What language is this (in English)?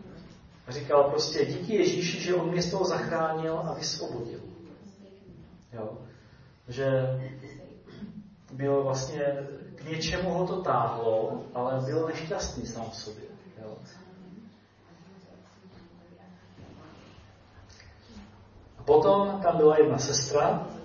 Czech